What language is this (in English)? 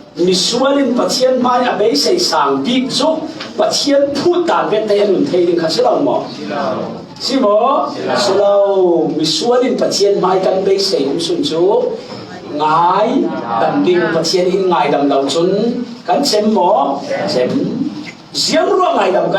Falam Chin